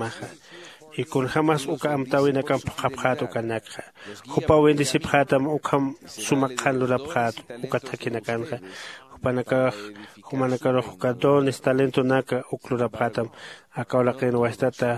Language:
Aymara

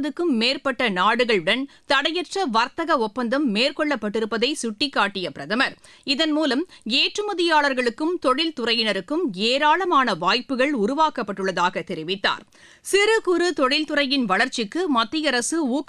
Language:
Tamil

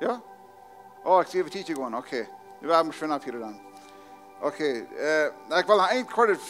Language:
Plautdietsch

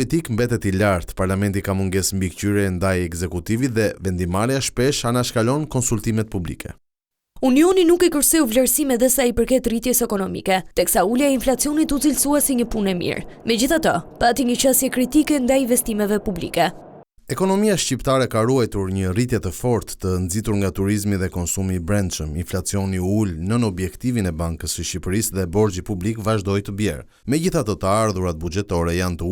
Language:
Albanian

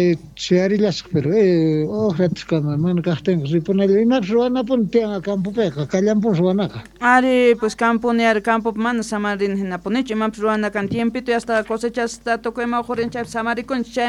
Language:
South Bolivian Quechua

